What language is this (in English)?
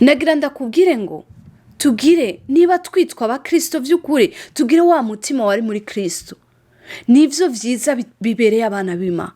Rundi